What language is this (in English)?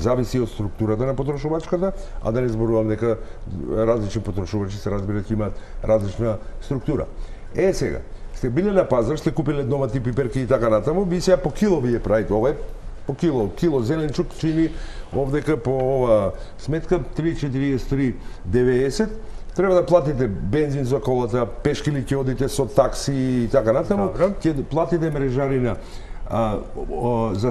Macedonian